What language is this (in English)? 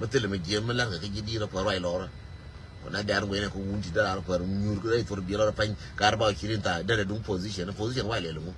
Nuer